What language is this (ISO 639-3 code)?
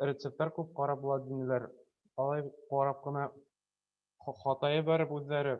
bak